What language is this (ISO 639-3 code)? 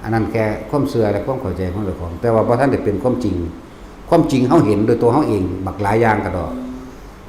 tts